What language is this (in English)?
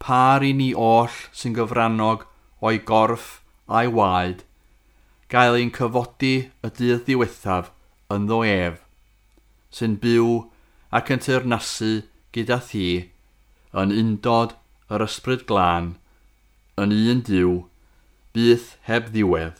Welsh